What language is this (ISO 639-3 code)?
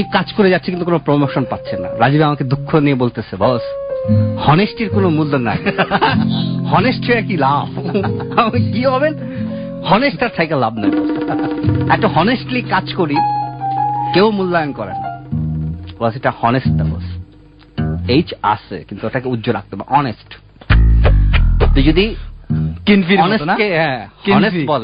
ben